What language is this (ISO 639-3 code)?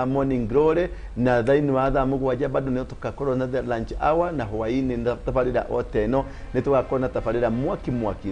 kik